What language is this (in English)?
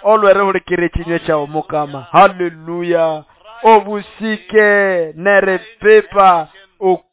Nande